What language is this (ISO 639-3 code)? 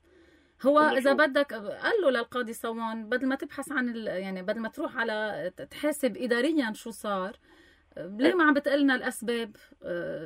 apc